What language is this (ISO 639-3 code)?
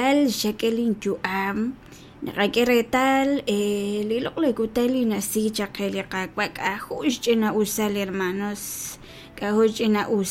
kek